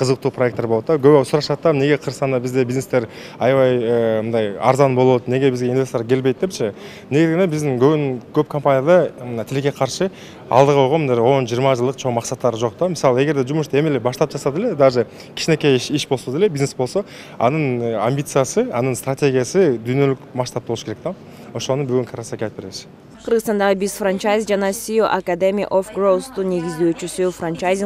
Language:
Kyrgyz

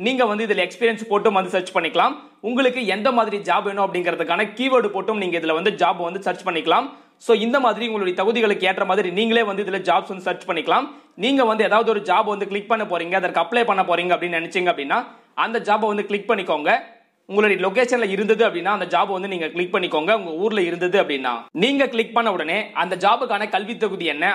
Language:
Tamil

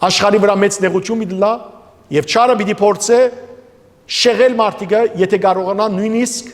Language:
Western Armenian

